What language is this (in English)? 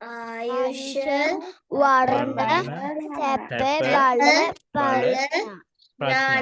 Sinhala